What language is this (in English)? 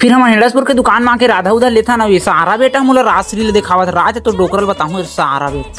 Chhattisgarhi